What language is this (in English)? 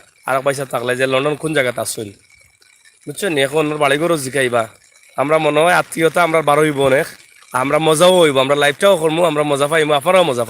Sylheti